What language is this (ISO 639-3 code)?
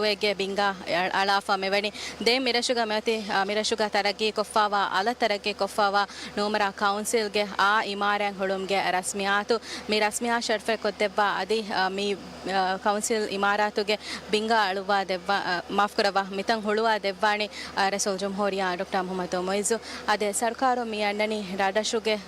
div